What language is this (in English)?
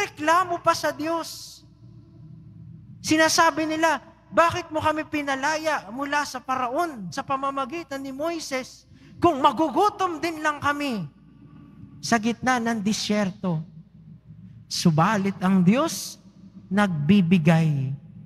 Filipino